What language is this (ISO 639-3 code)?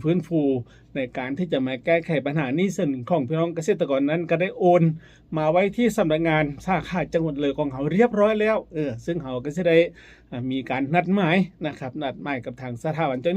tts